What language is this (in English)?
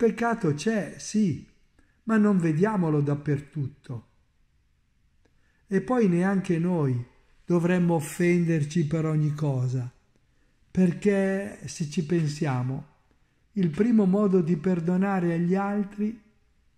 Italian